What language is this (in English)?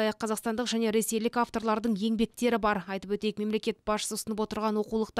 Kazakh